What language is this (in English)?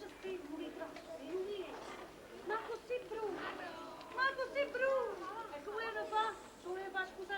Neapolitan